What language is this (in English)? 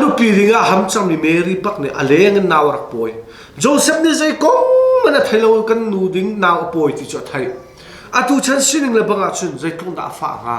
Hakha Chin